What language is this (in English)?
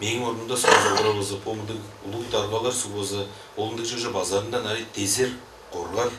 Tuvinian